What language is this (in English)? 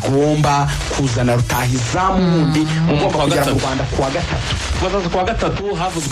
Kinyarwanda